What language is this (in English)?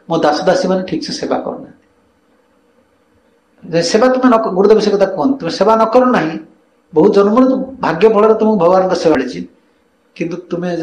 Odia